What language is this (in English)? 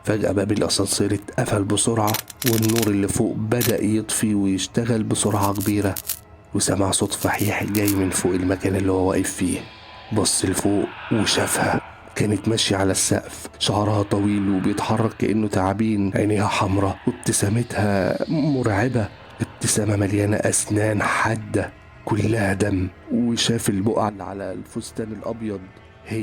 Egyptian Arabic